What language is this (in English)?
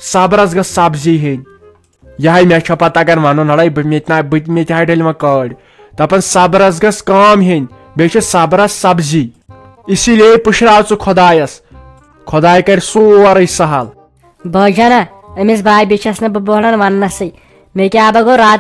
Kashmiri